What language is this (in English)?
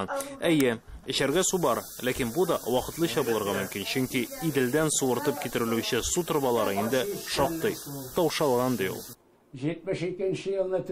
Tatar